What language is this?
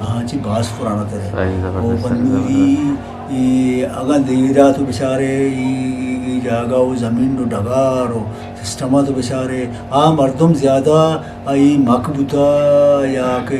Eastern Balochi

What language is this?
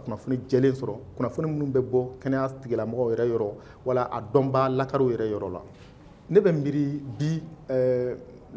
Bambara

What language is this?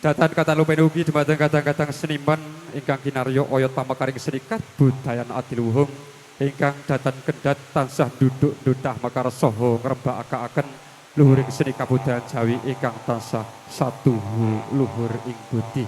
Javanese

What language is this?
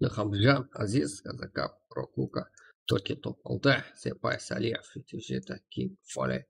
Kara-Kalpak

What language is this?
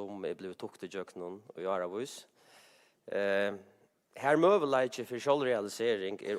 Faroese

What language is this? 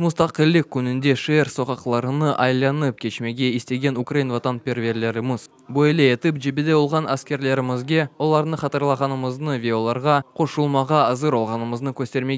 Crimean Tatar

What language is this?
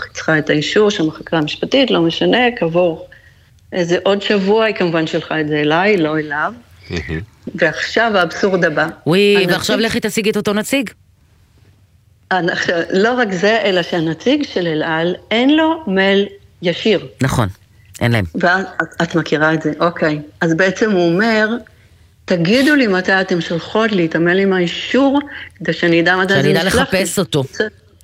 Hebrew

